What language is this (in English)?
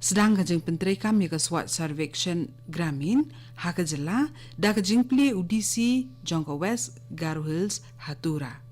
Khasi